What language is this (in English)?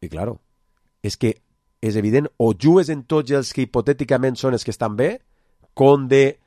Catalan